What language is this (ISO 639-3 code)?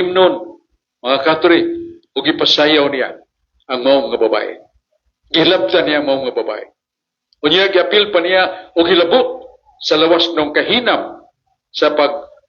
ceb